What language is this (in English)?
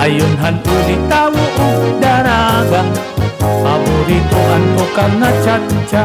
Waray